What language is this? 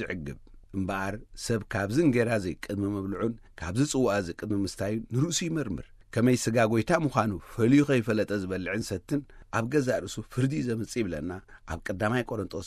Tigrinya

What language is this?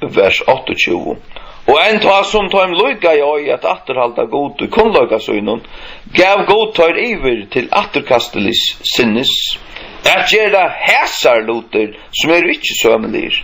Faroese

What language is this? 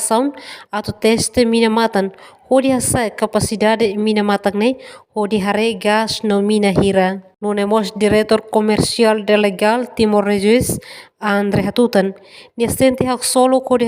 Tetum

